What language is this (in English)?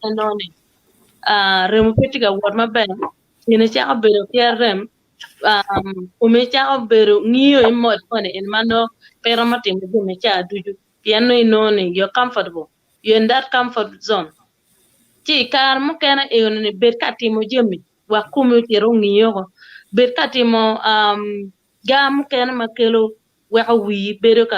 Acoli